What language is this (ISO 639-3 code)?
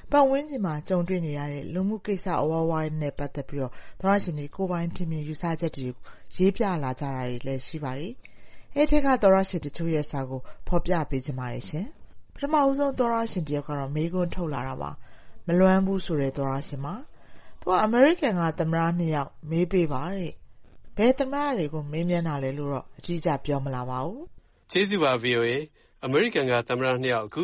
mya